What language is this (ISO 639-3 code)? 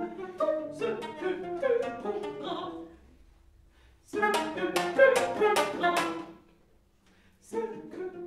fra